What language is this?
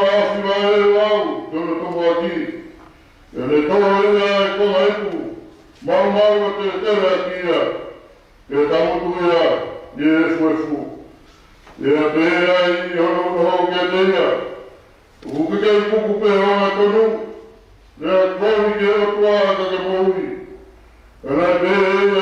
Tongan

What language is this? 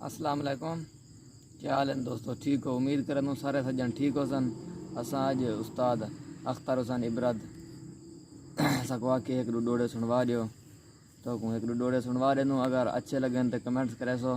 Saraiki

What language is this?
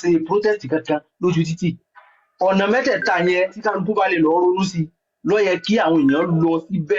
Yoruba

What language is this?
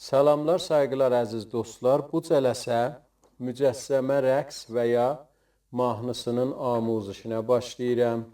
South Azerbaijani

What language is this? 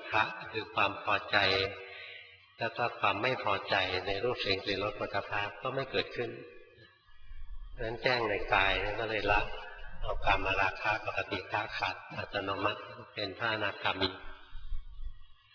Thai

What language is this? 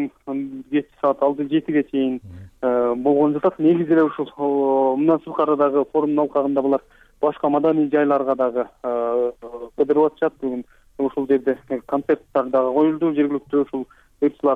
Kyrgyz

